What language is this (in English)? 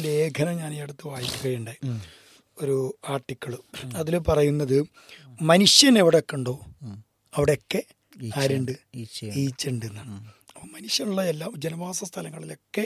Malayalam